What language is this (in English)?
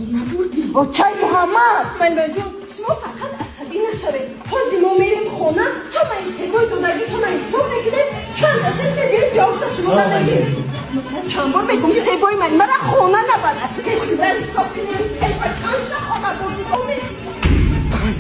Tajik